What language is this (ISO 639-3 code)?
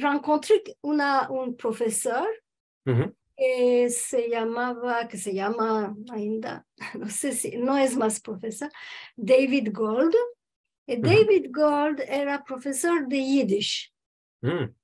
lad